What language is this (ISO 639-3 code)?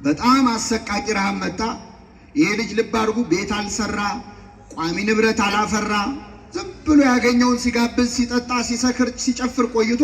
amh